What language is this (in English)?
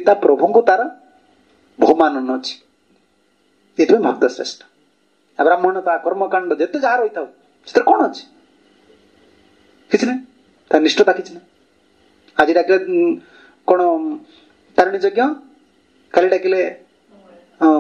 Odia